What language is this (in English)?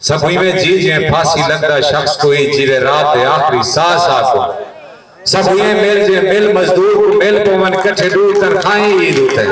Saraiki